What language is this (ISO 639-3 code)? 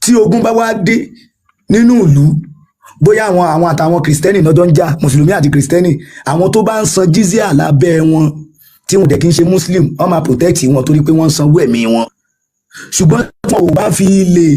yor